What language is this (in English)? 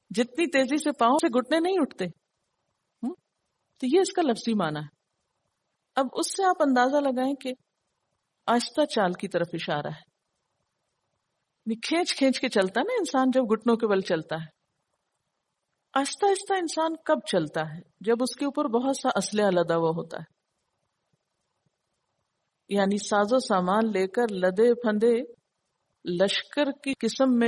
Urdu